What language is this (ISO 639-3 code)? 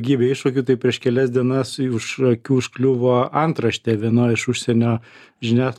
lit